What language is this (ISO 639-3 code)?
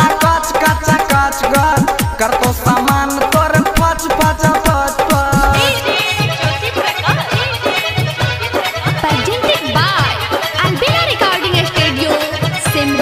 bho